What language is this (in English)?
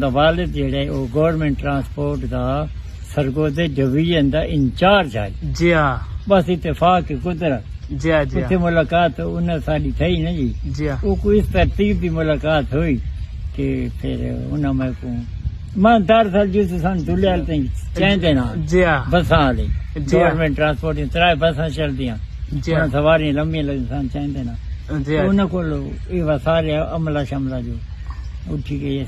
Saraiki